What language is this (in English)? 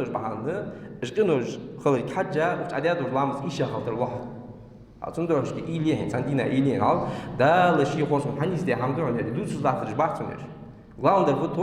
Ingush